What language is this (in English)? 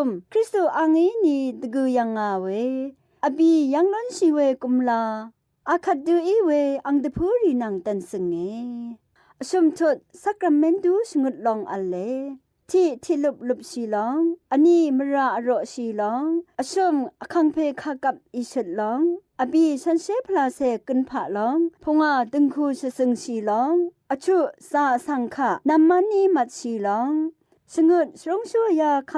Rawang